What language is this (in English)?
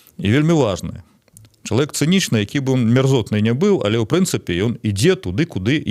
Belarusian